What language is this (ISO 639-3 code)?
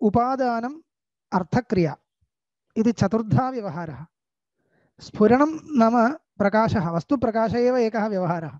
san